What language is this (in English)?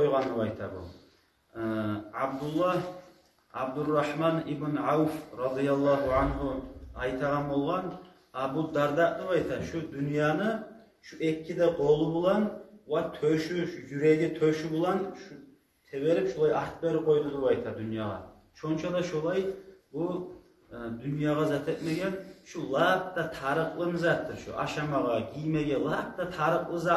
Kumyk